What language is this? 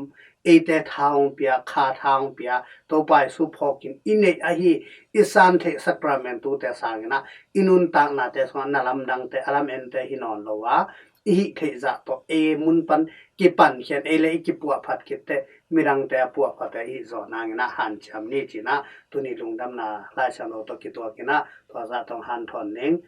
Tedim Chin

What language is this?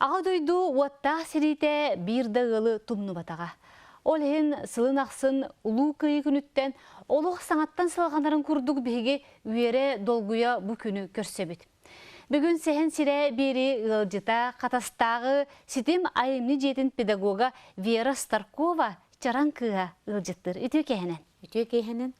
Yakut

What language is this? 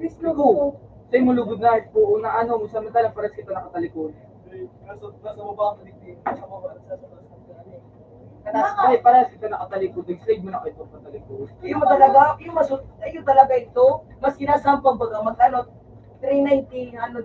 Bikol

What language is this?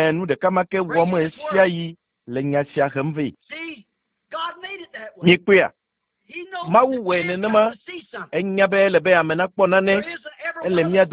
Ewe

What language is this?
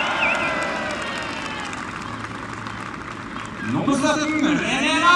Norwegian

